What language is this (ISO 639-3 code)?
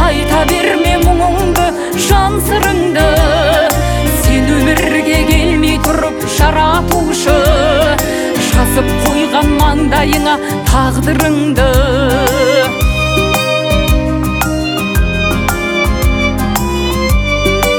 kaz